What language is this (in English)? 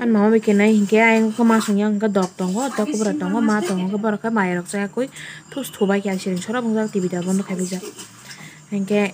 Kok Borok